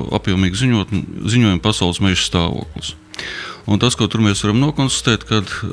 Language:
Latvian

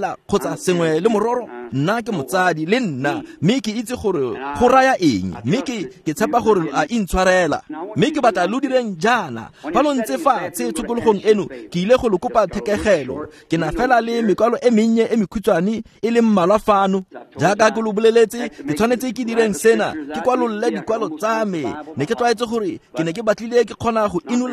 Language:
Tswana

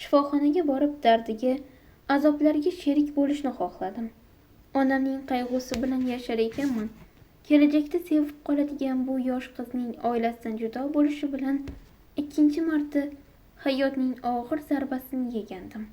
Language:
Uzbek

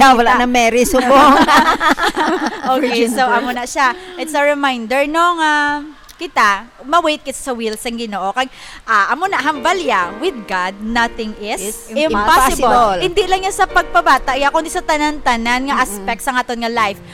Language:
Hiligaynon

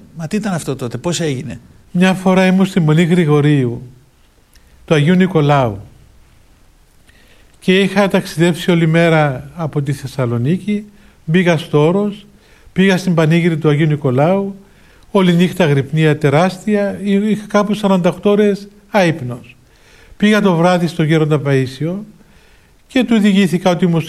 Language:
Greek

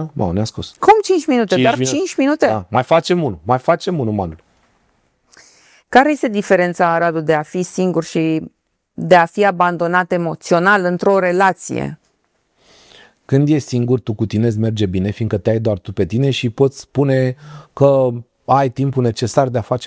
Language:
Romanian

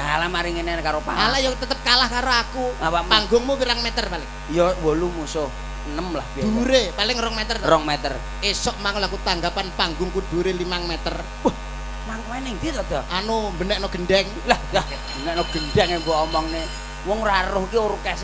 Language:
Javanese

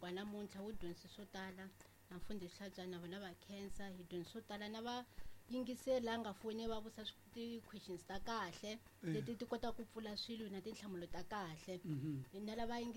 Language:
Tsonga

